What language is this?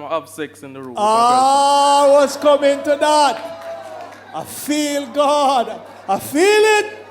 Jamaican Creole English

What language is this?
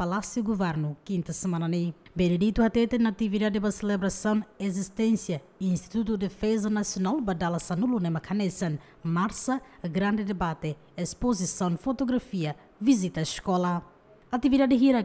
Tetum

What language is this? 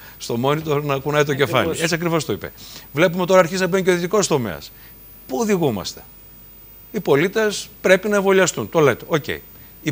Greek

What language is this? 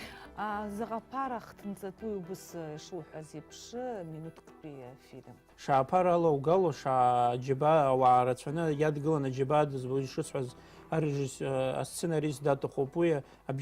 Abkhazian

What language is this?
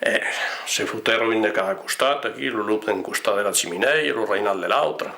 Occitan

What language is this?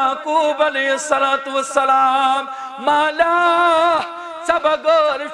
Kashmiri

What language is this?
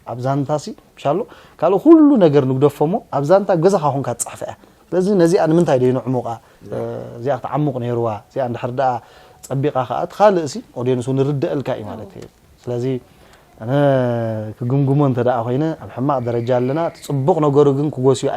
Tigrinya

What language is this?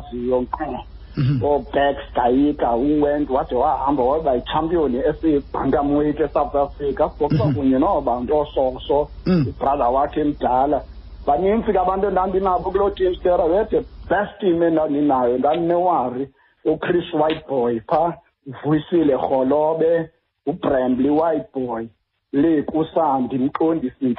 Xhosa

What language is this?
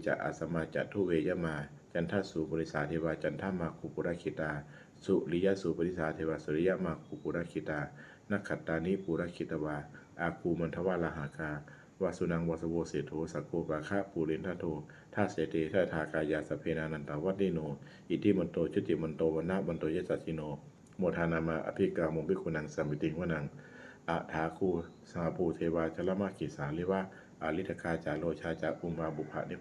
Pali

